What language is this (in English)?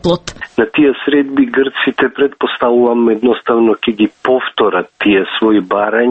Macedonian